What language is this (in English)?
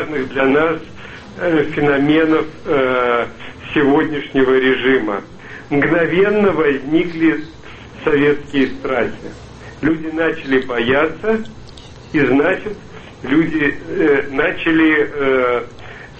Russian